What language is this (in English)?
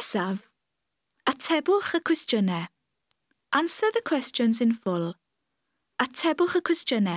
Welsh